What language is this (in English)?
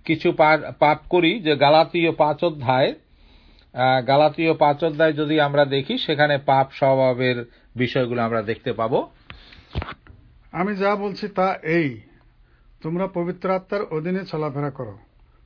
Bangla